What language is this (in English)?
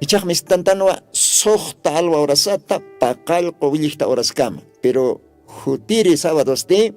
Aymara